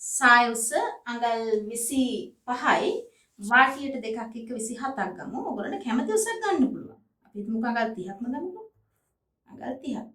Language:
Sinhala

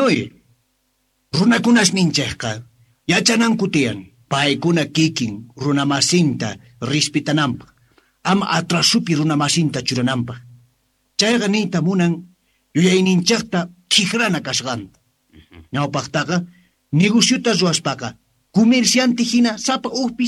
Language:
Quechua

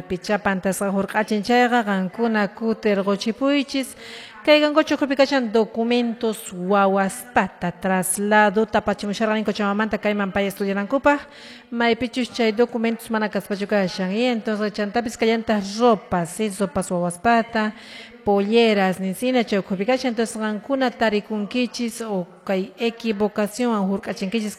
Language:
Quechua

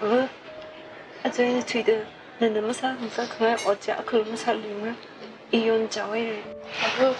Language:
Tangkhul Naga (India)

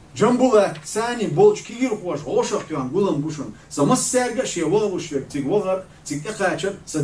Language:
Chechen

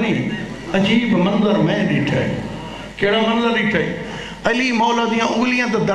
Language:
Saraiki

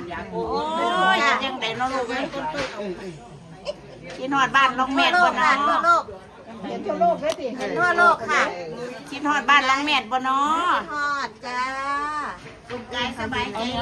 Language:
Lao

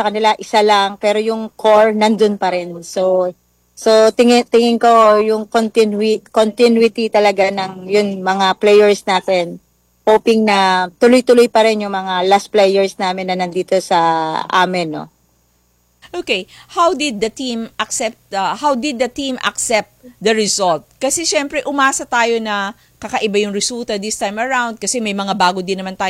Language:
Filipino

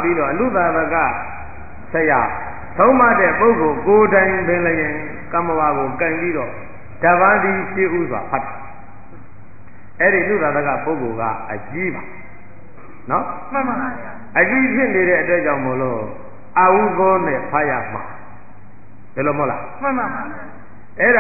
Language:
Burmese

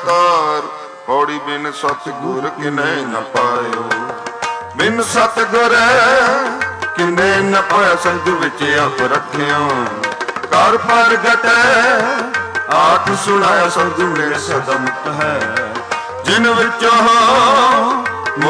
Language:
Punjabi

